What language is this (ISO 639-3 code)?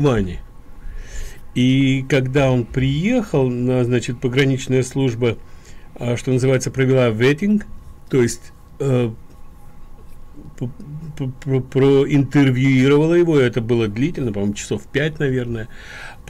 rus